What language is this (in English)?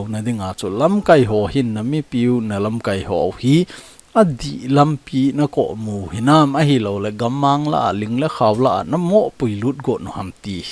Thado Chin